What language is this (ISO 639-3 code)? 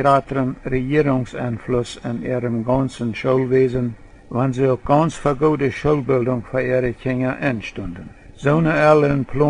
pdt